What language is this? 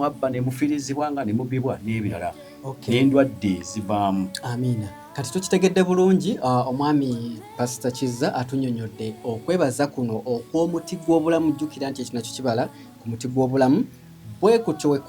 Ganda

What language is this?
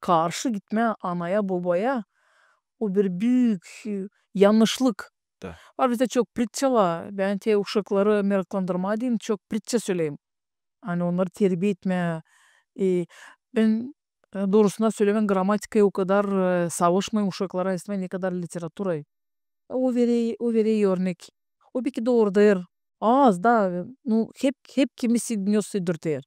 Gagauz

